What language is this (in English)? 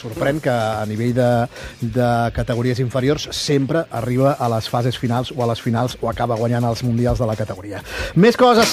Catalan